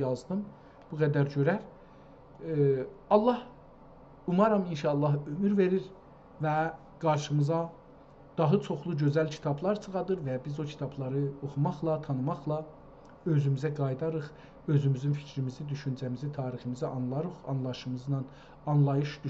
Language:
South Azerbaijani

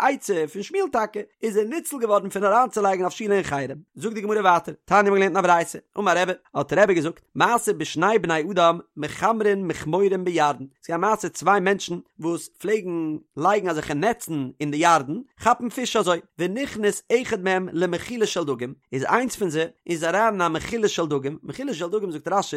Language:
Yiddish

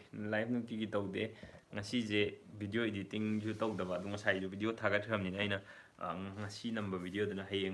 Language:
Manipuri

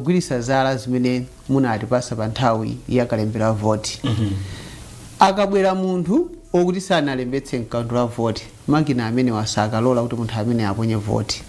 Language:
Nyanja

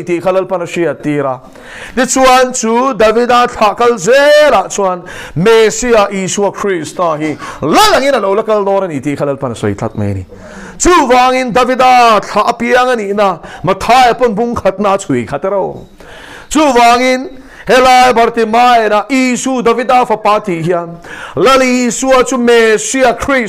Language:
Mizo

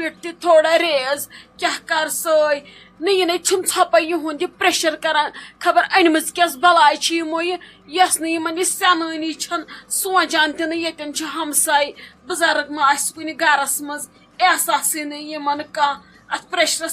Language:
Kashmiri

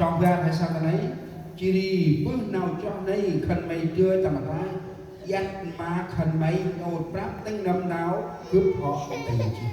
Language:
Central Mnong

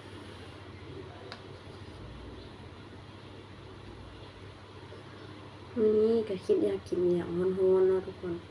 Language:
Lao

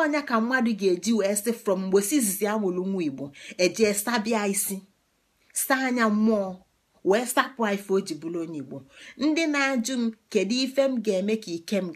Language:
Igbo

